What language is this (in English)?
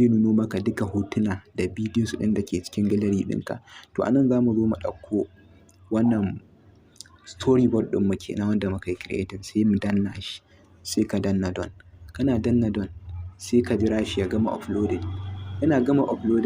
Hausa